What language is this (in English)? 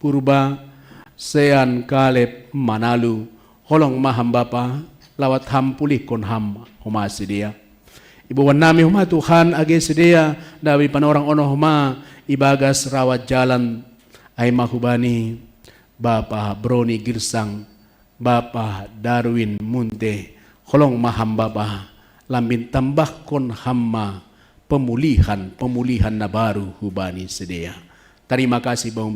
Batak Simalungun